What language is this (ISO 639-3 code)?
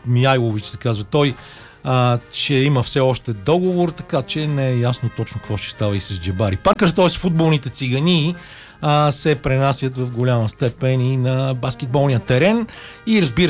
bul